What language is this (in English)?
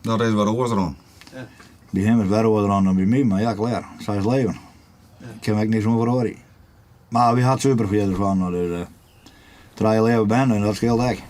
Western Frisian